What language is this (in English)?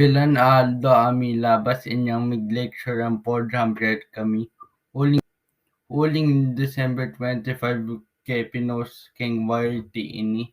Pampanga